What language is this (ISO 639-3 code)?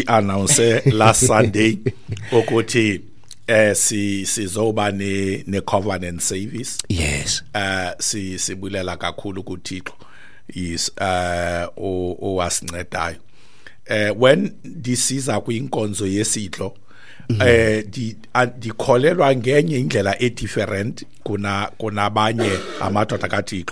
xho